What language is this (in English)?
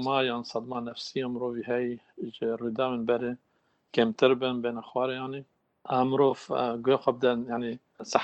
Kurdish